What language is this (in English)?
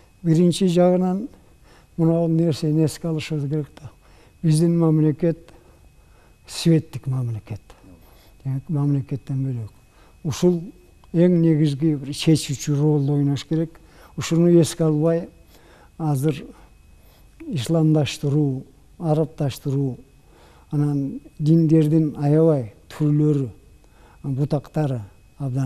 Kyrgyz